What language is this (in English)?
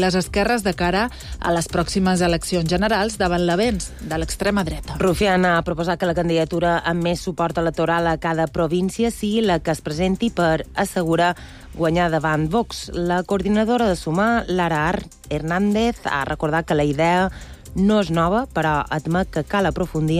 Catalan